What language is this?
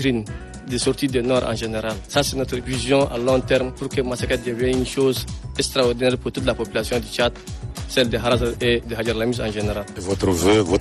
French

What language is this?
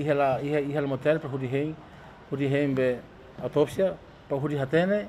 Tetum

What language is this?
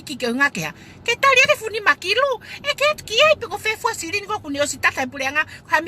Tongan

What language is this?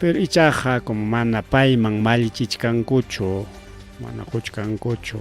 Ayacucho Quechua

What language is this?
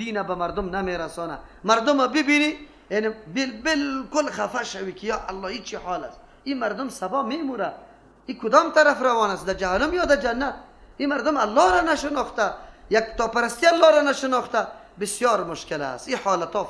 Persian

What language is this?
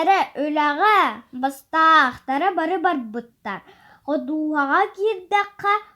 Yakut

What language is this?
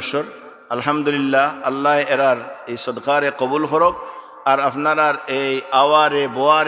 Sylheti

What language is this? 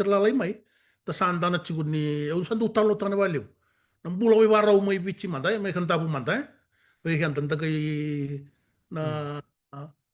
Fijian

